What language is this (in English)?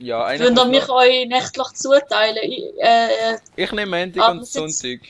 Swiss German